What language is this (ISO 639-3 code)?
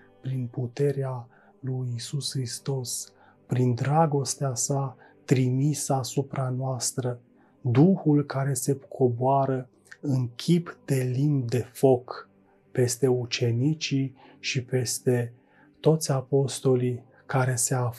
ron